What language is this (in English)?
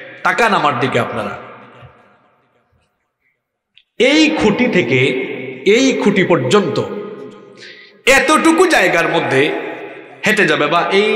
Bangla